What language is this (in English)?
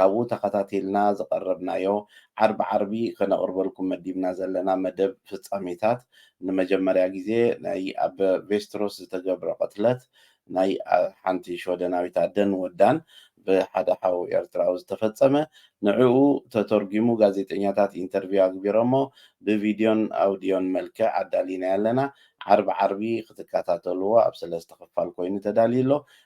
Tigrinya